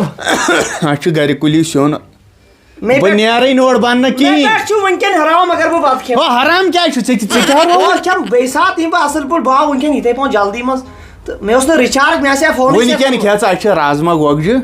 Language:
Kashmiri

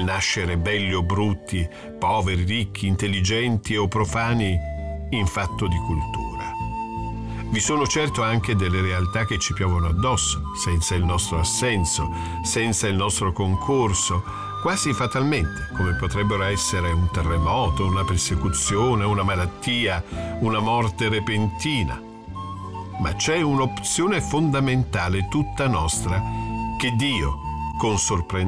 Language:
Italian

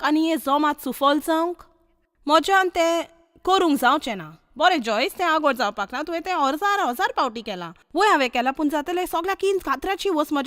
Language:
Konkani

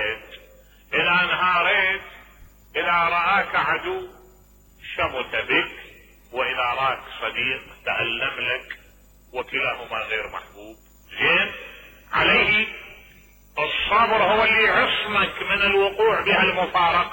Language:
Mesopotamian Arabic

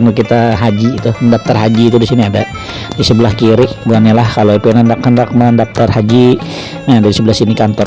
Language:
Banjar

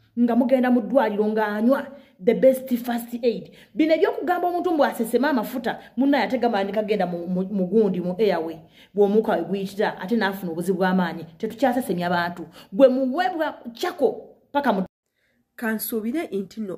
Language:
Ganda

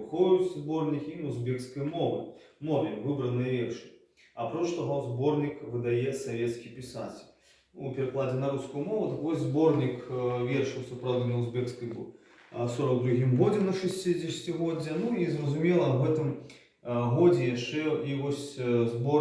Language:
Belarusian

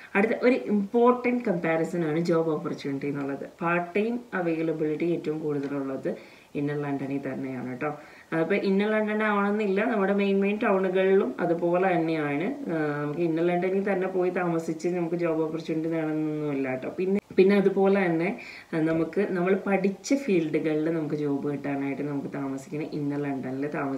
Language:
Malayalam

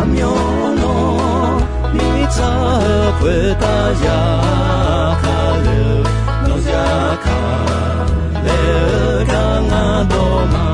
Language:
Akha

